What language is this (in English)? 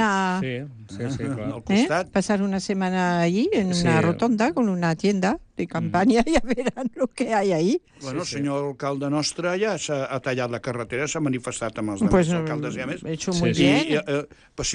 Catalan